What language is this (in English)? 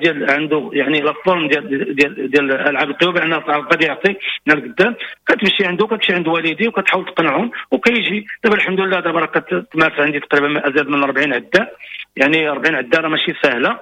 Moroccan Arabic